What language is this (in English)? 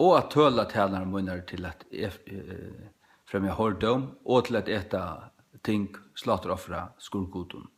Faroese